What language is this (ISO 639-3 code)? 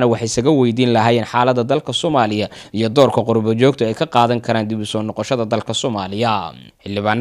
som